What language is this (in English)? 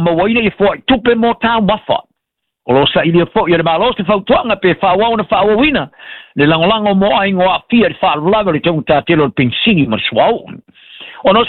Samoan